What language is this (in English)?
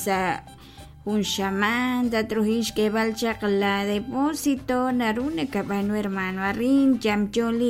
Kekchí